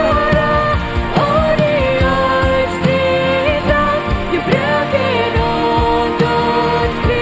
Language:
Plautdietsch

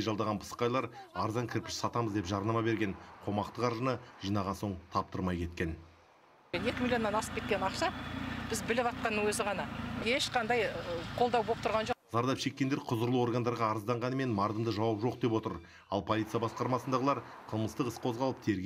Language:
Kazakh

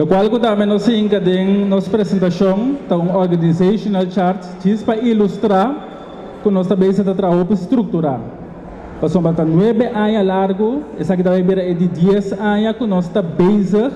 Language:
Papiamento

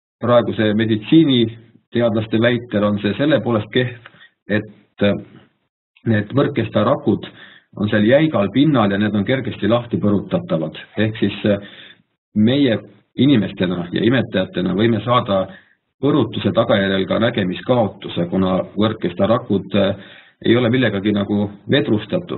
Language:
Estonian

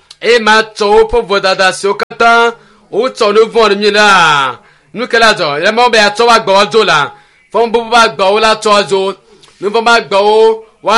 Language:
Ewe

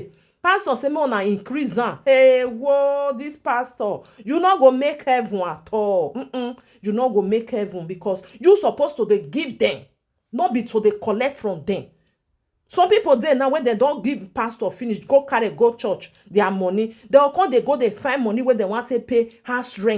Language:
Nigerian Pidgin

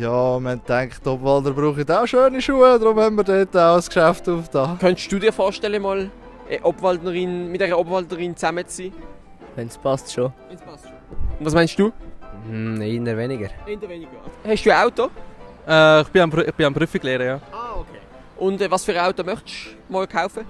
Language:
Swiss German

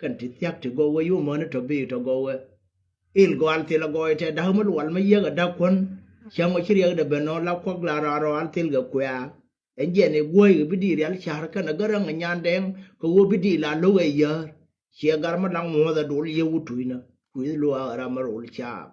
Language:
Nuer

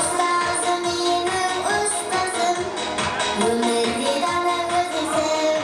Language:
Kara-Kalpak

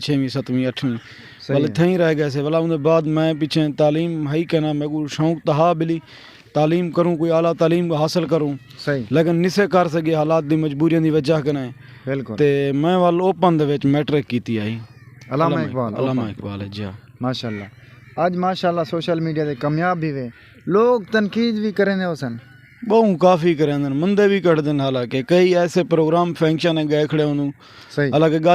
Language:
Saraiki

